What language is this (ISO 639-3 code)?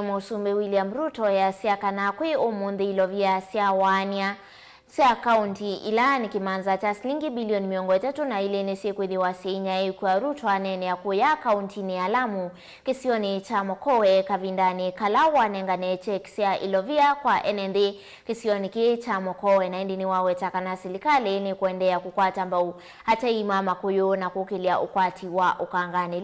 kam